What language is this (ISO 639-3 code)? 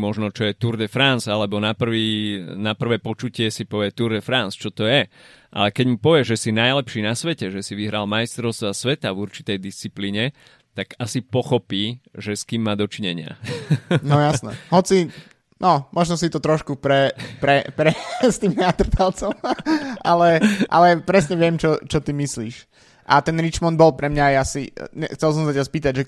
slk